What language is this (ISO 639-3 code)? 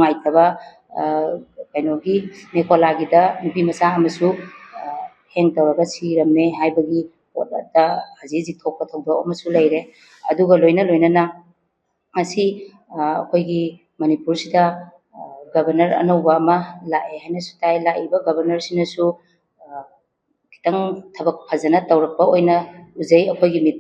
mni